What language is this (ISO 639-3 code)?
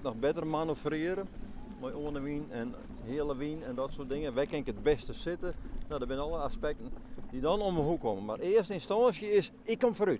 fry